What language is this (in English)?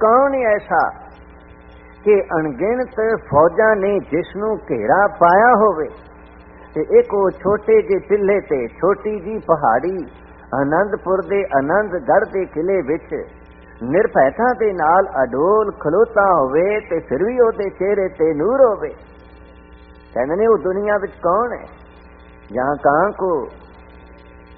Punjabi